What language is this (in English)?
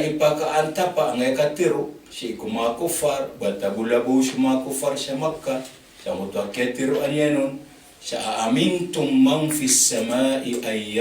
Maranao